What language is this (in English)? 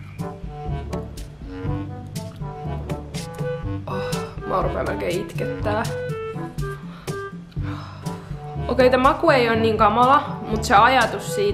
Finnish